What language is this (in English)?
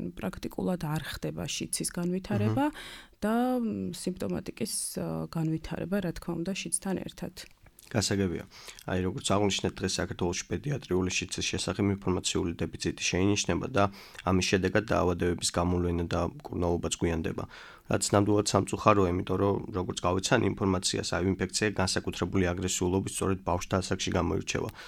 Georgian